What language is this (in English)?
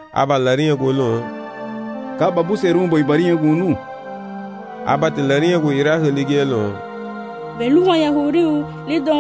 Garifuna